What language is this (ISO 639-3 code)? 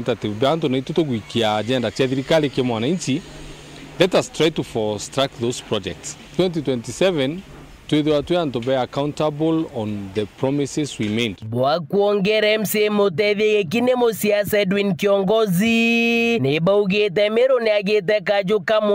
mer